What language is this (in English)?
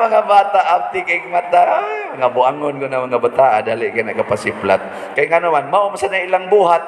Cebuano